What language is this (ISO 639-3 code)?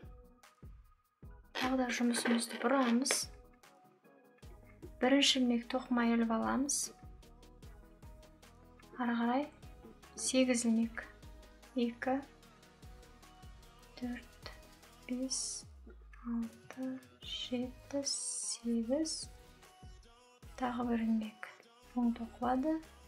kaz